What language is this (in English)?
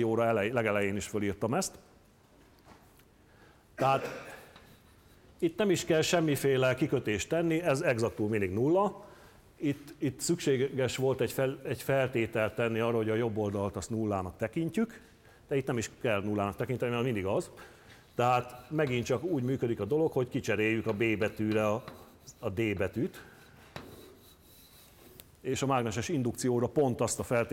Hungarian